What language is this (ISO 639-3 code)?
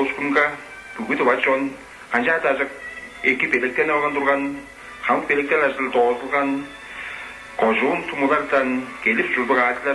tyv